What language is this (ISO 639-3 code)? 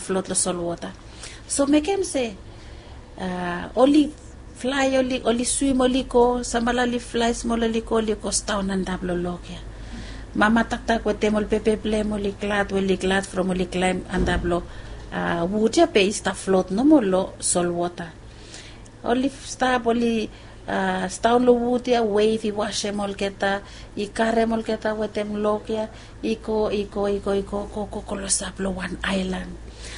bis